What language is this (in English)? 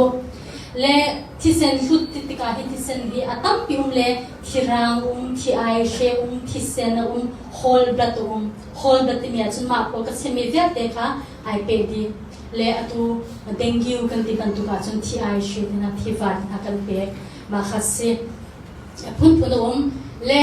Hakha Chin